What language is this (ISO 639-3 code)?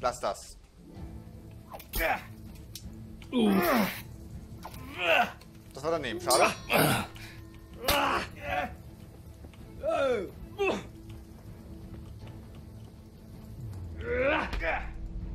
deu